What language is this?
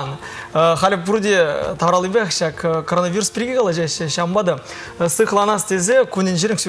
Chuvash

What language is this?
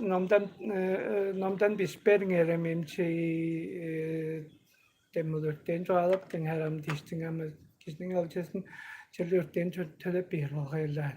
Tuvinian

